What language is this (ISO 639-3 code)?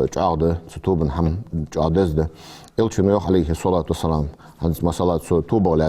inh